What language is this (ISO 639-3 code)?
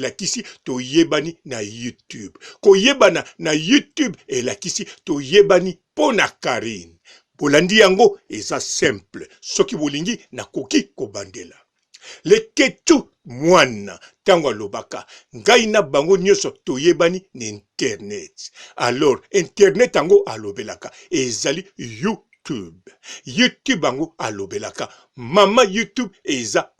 lin